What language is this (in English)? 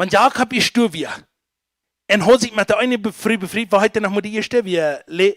Plautdietsch